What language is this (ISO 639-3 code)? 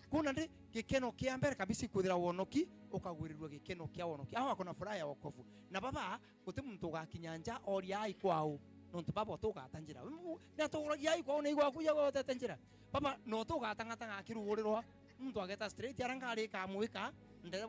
mer